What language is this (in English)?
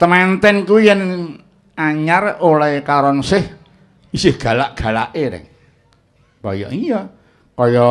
Javanese